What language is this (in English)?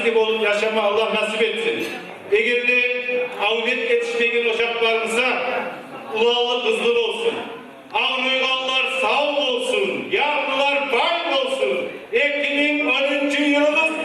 Kumyk